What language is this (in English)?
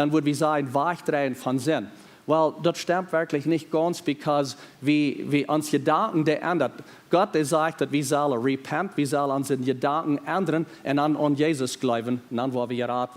Plautdietsch